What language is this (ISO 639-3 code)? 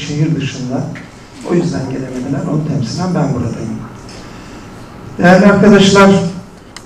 tur